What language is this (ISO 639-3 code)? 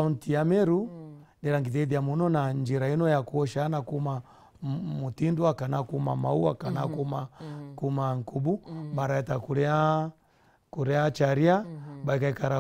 mer